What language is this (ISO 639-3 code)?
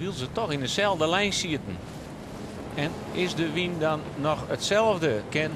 fry